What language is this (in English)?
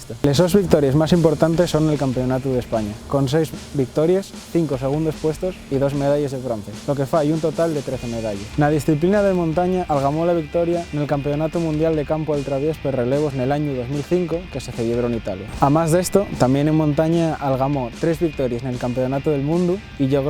Asturian